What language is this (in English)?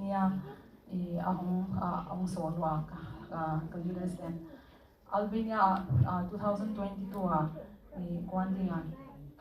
Tedim Chin